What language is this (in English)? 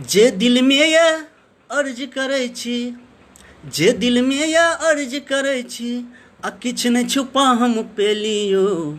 Maithili